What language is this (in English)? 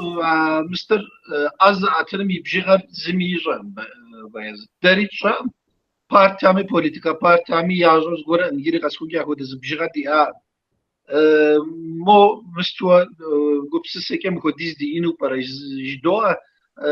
Kabardian